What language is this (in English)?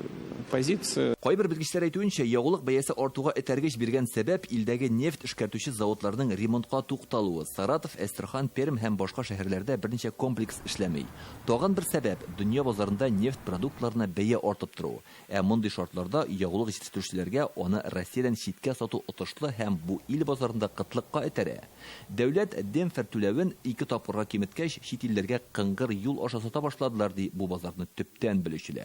Tatar